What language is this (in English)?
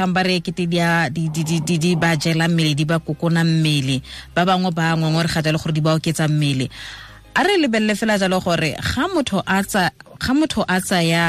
Tswana